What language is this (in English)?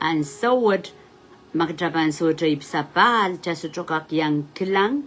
Pohnpeian